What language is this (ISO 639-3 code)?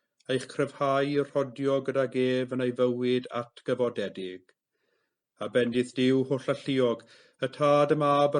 cym